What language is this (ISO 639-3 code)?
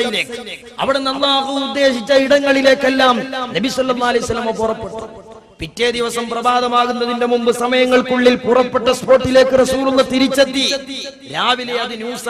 mal